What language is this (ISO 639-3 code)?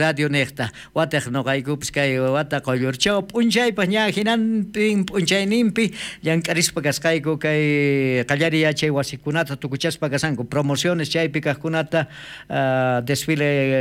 quh